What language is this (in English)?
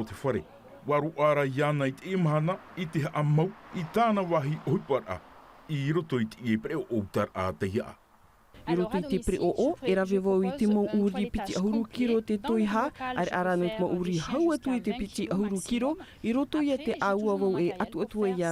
Tahitian